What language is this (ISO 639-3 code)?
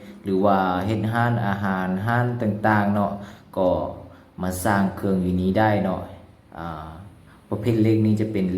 lao